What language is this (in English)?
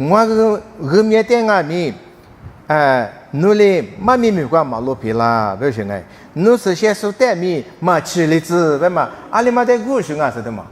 Lisu